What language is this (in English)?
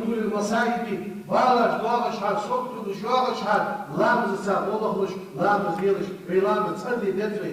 Ingush